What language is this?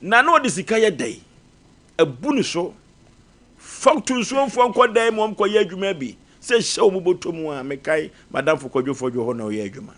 Akan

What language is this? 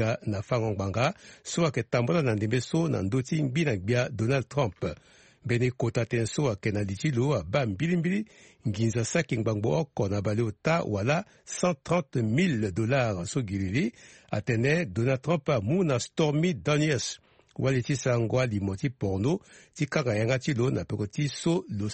Sango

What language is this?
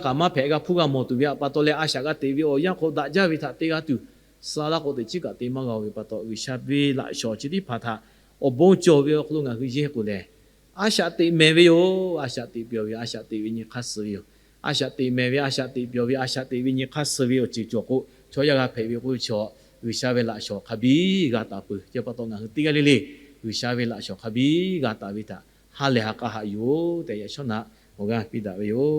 Lahu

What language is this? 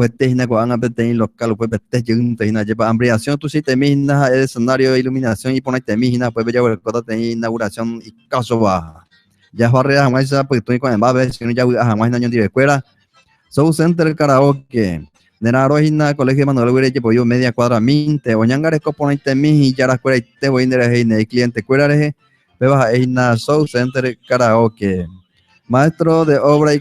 Guarani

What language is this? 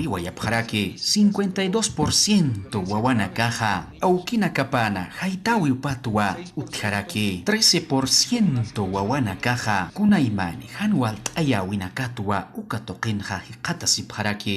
Aymara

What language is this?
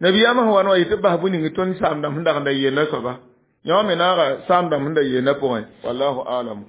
Mossi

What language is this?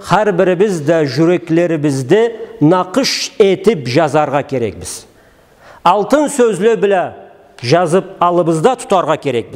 Karachay-Balkar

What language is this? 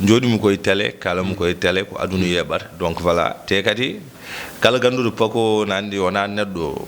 Fula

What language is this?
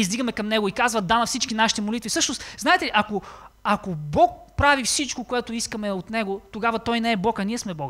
Bulgarian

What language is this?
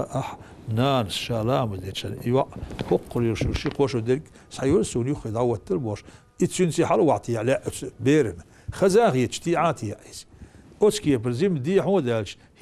Chechen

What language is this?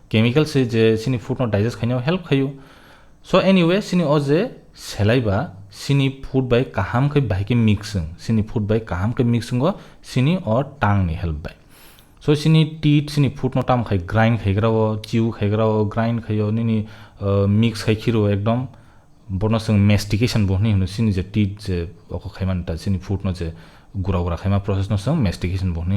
Kok Borok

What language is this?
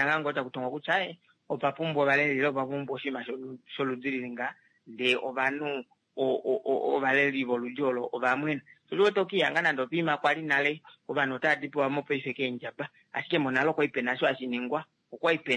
Kuanyama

